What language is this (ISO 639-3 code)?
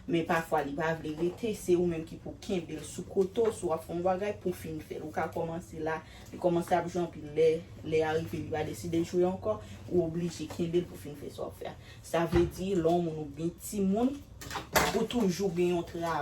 hat